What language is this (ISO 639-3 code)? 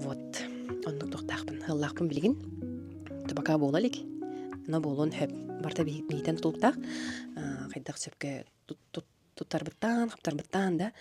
sah